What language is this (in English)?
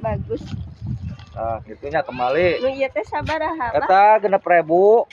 Sundanese